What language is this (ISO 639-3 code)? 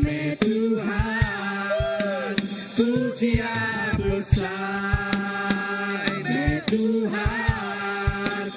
iba